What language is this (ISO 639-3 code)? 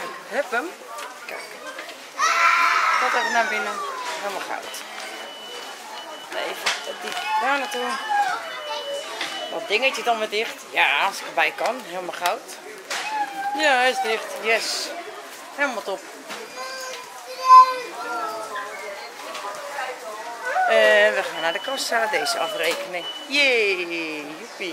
nld